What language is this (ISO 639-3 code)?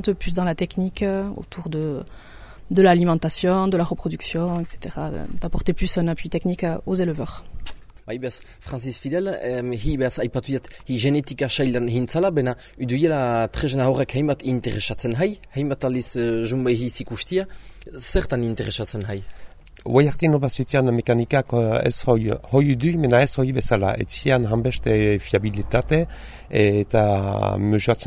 eus